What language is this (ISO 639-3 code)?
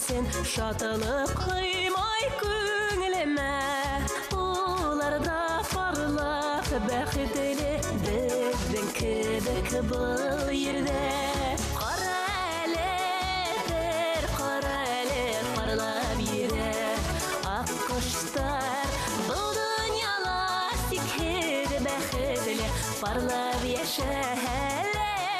bak